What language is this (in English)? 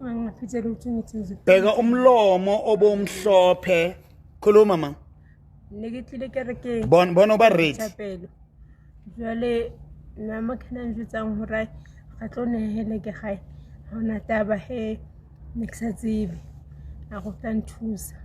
Southern Sotho